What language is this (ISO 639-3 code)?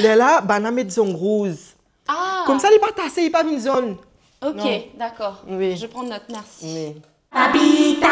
mfe